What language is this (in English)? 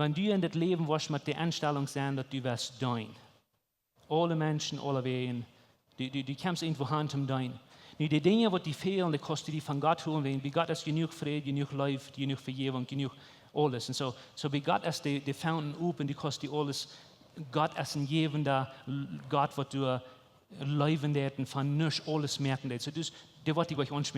Plautdietsch